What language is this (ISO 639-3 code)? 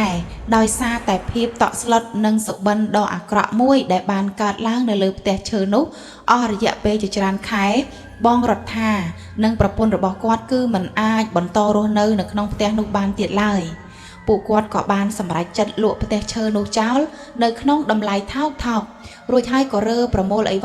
khm